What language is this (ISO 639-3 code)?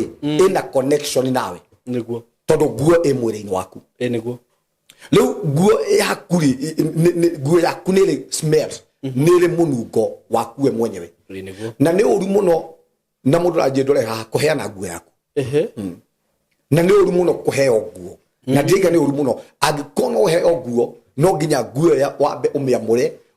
kik